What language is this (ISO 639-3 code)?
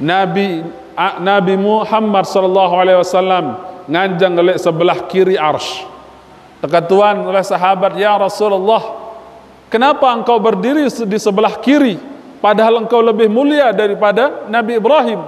sas